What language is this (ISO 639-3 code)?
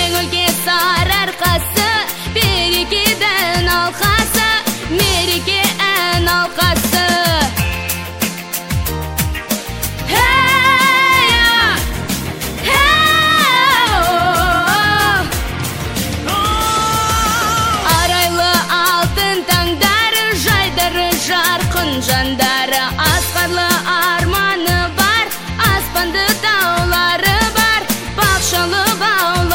kaz